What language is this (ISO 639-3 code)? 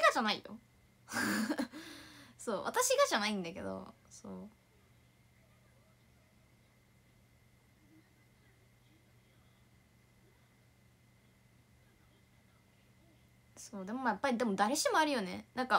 jpn